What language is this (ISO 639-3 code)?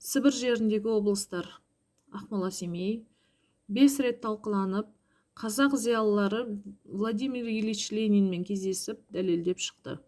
kaz